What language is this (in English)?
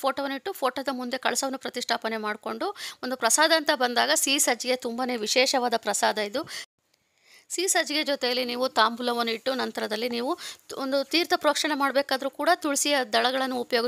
Kannada